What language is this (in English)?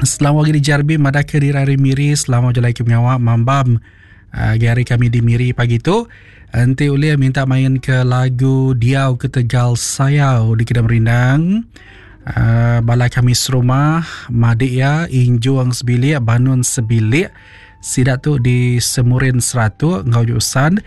Iban